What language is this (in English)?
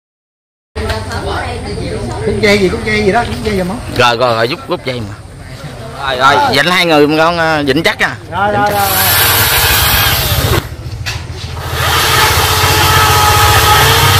Vietnamese